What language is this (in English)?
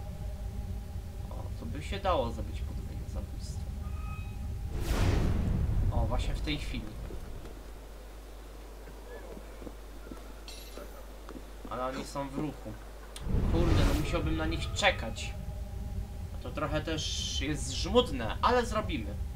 Polish